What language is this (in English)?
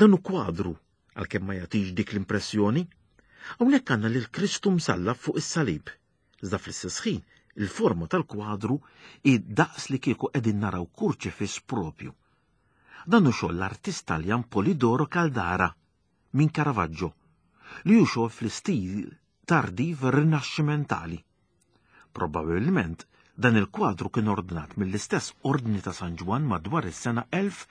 Maltese